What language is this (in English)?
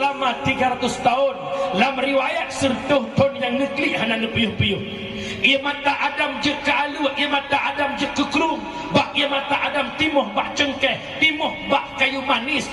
Achinese